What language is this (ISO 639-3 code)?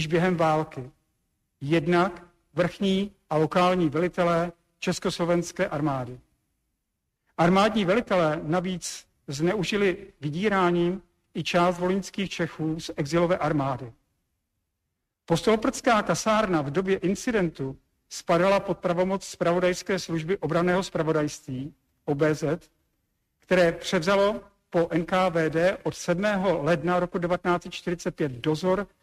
ces